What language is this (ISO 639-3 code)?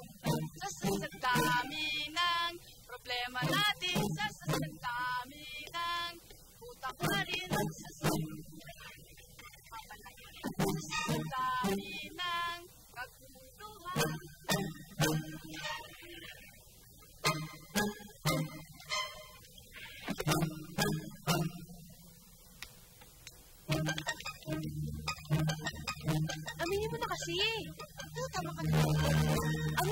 fil